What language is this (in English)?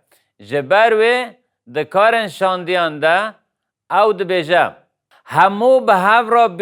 Kurdish